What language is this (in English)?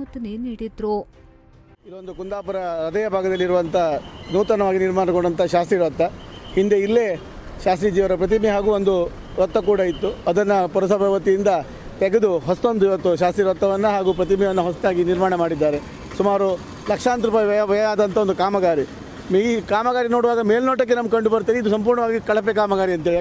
Kannada